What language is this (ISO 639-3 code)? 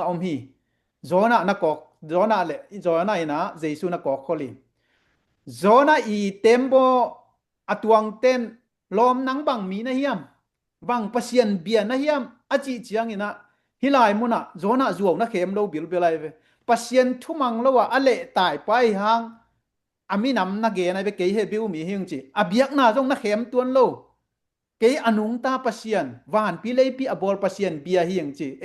ctd